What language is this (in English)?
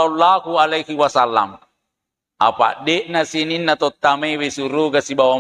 Buginese